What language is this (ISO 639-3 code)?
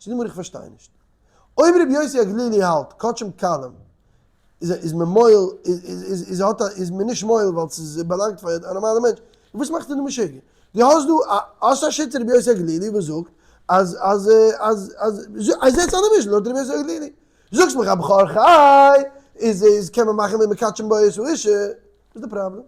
yid